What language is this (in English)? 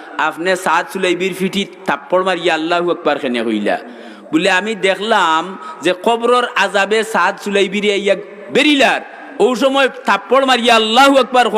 Sylheti